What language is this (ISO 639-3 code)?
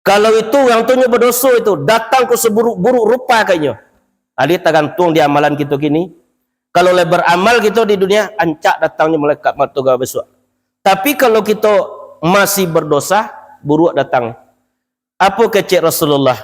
min